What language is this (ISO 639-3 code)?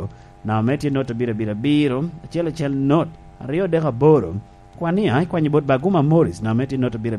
laj